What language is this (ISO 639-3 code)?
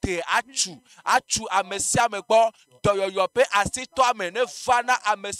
ewe